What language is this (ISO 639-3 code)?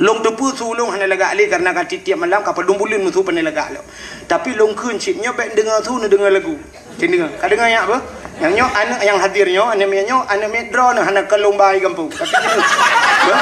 ace